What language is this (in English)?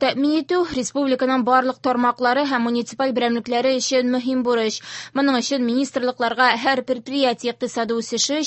Tatar